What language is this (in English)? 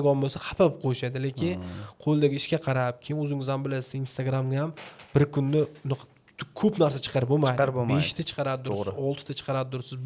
Uzbek